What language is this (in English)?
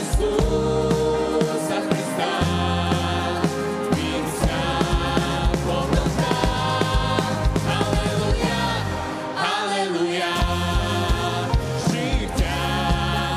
Ukrainian